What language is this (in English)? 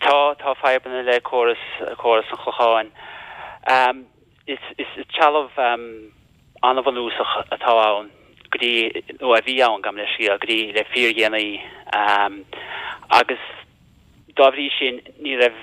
Irish